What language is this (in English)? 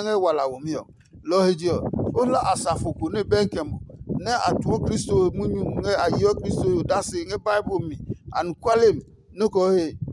Adangme